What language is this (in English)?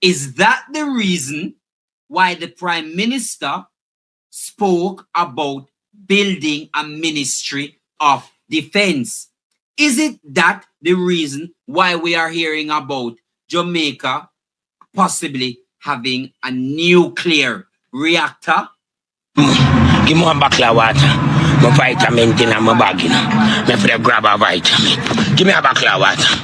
Jamaican Creole English